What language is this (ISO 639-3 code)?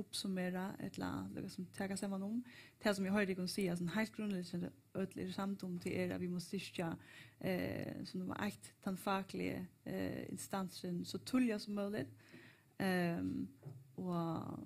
fao